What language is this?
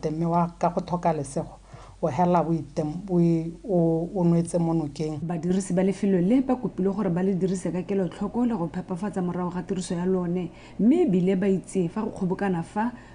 Tswana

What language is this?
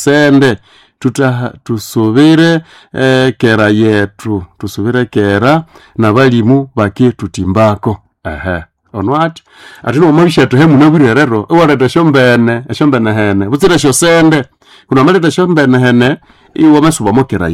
Nande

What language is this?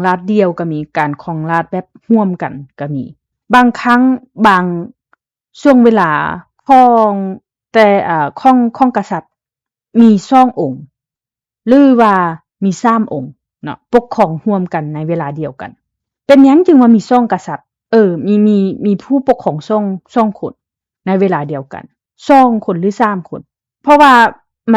Lao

